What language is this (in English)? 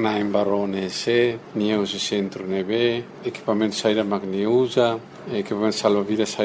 Tetum